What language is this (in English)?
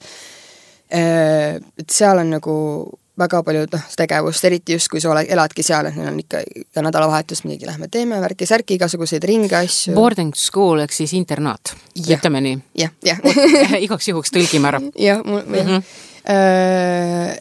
Estonian